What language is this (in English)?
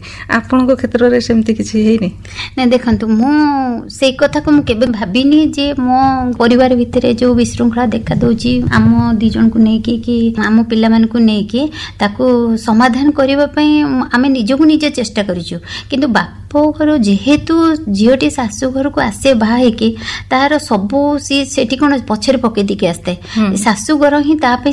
Odia